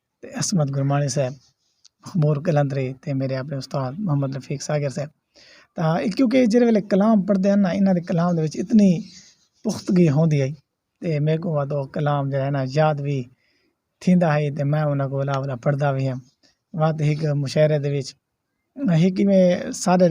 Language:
Saraiki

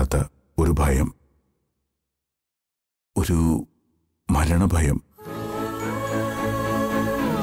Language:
Malayalam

